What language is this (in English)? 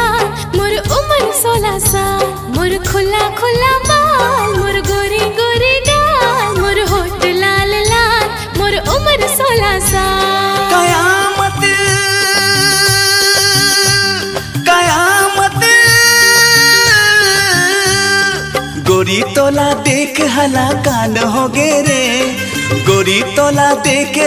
Chhattisgarhi